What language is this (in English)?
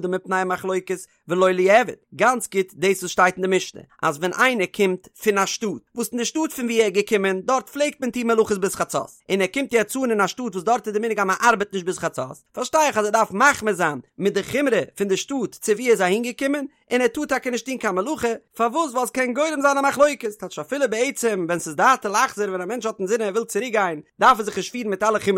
Yiddish